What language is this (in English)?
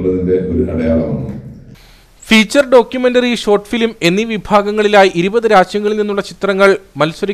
Malayalam